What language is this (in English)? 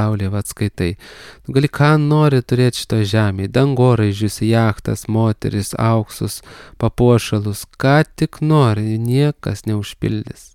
Lithuanian